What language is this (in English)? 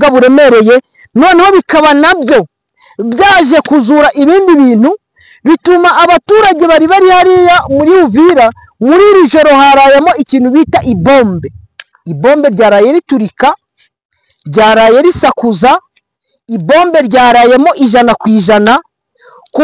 Kinyarwanda